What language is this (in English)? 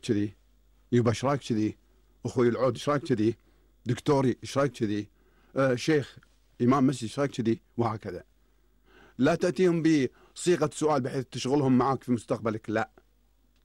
Gulf Arabic